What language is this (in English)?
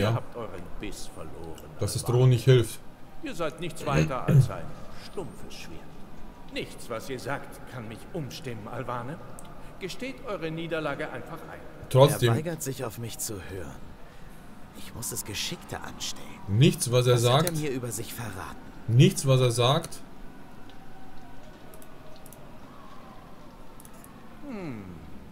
German